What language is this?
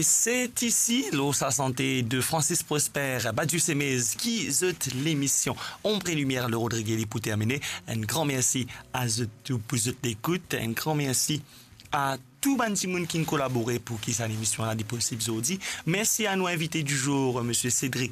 Morisyen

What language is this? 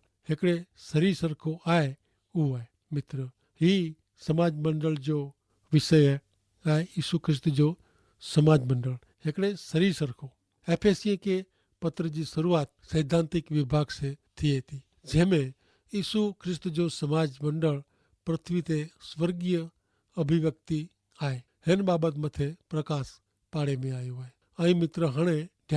Kachhi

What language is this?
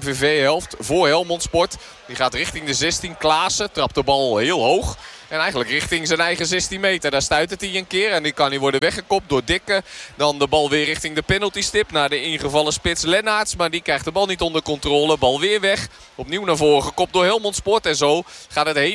Dutch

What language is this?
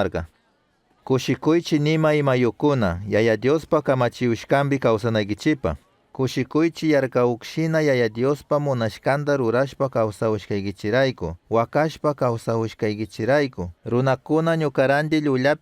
Chimborazo Highland Quichua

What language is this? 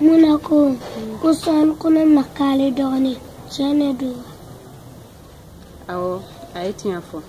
Bambara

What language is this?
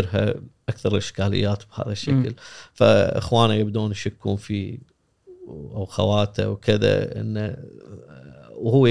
Gulf Arabic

